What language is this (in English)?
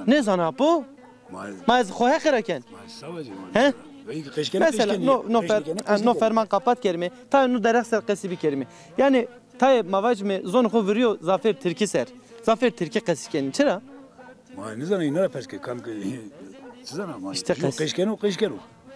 Zaza